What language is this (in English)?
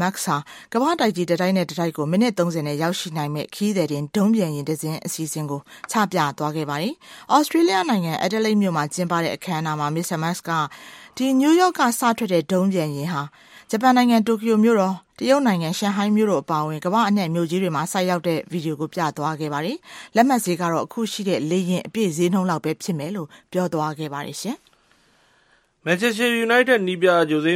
Burmese